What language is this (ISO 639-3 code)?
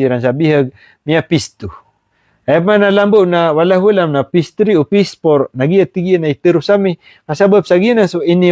mrw